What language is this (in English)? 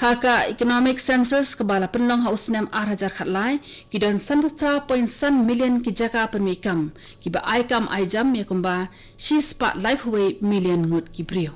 Khasi